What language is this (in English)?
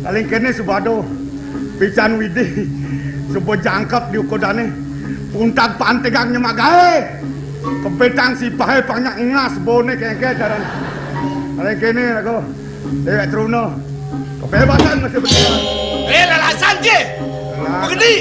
Balinese